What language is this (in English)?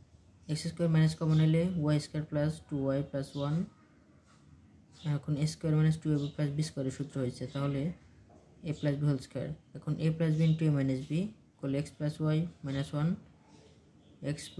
Bangla